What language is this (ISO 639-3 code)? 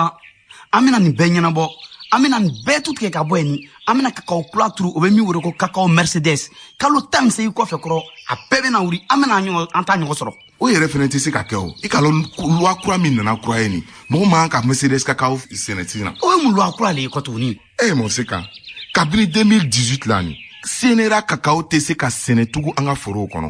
bam